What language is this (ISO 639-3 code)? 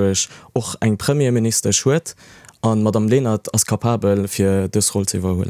ltz